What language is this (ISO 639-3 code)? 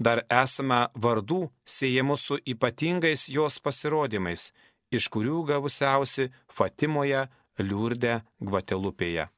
lit